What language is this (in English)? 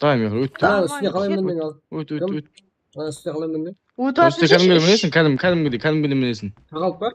Kara-Kalpak